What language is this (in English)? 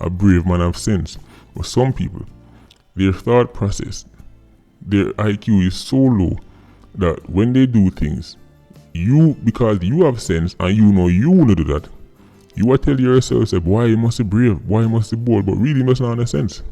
Jamaican Creole English